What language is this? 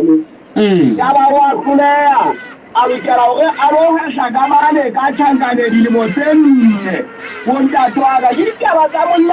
Southern Sotho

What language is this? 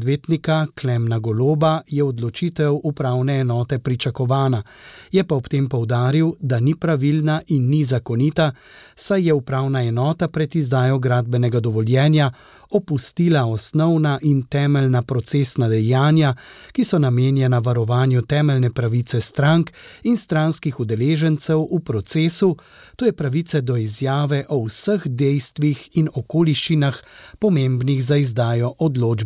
Slovenian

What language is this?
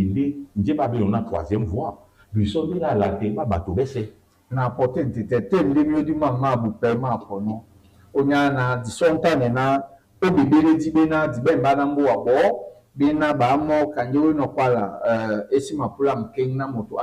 Duala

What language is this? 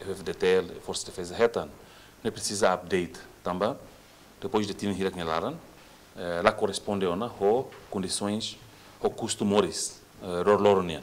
Tetum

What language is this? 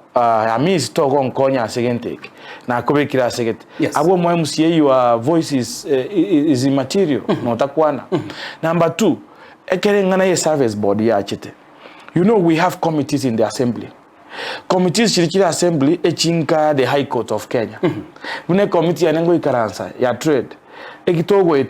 Gusii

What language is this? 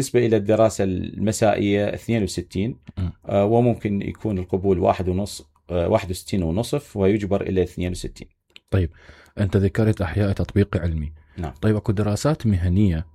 Mesopotamian Arabic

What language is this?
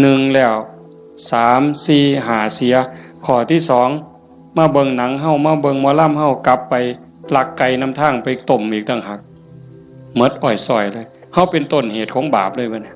Northeastern Thai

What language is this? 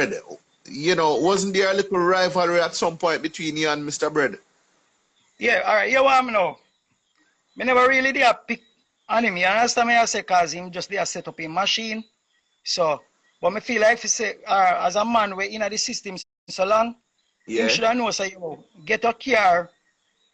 Jamaican Creole English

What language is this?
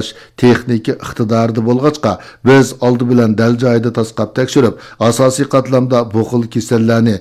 Uyghur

